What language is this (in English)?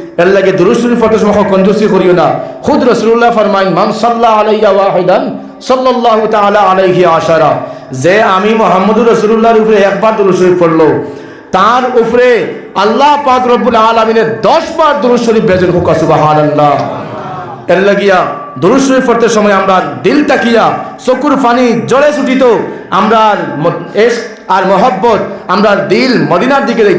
Sylheti